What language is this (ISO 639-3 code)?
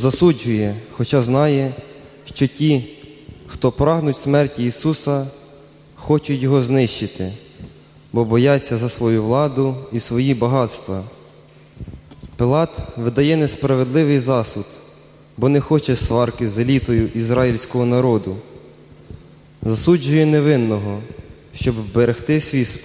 ukr